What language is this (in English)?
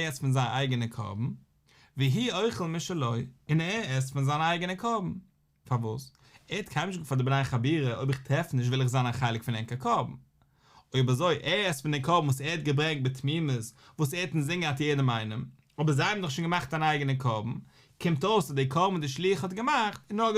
Yiddish